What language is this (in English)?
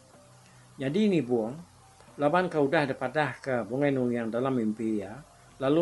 Iban